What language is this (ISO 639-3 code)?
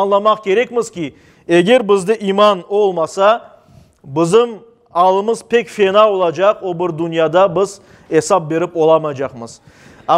crh